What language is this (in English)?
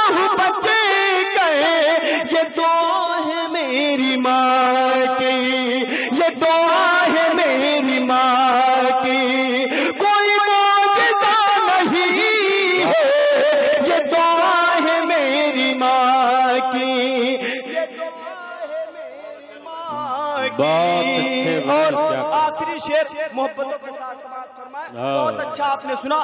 Urdu